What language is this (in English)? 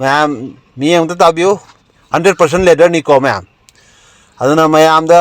Manipuri